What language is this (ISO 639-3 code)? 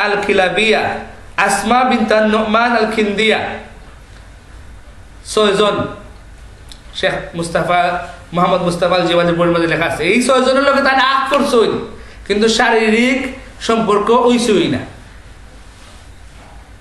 ben